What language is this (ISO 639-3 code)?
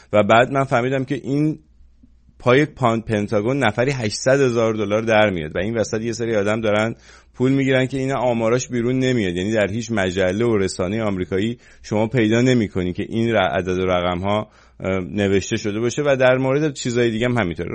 fas